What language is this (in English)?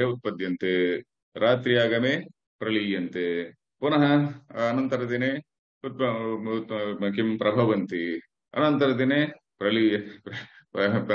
Sanskrit